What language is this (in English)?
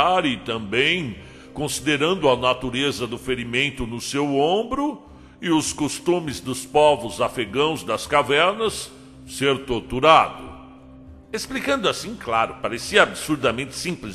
Portuguese